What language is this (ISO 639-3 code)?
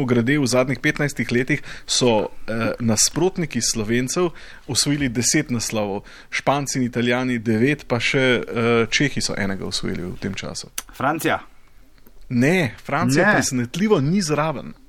slv